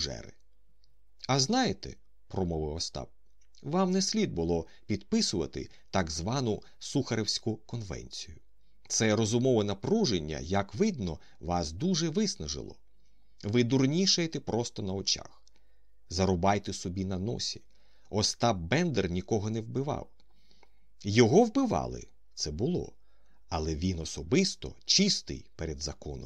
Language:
Ukrainian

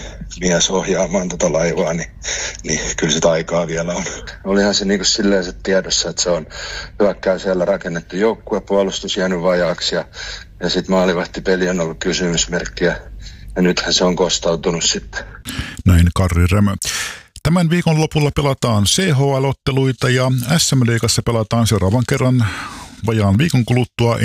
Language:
Finnish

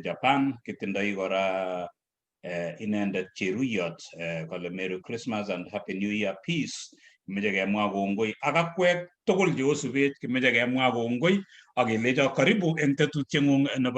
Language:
Kalenjin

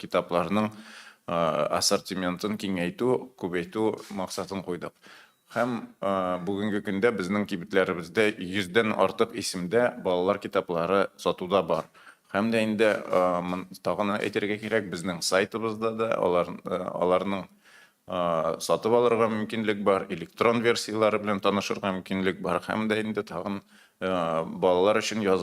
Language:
Tatar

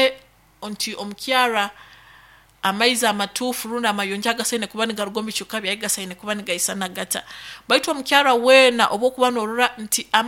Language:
Nyoro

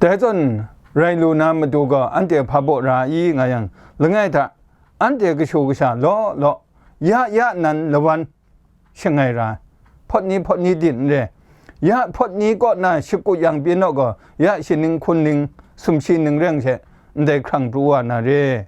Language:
Kachin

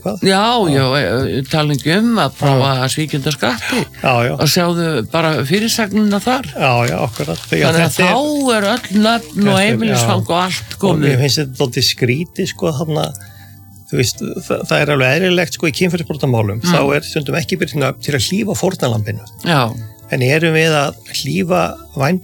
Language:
Icelandic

